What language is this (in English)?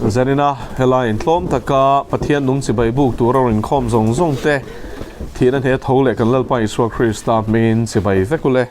Mizo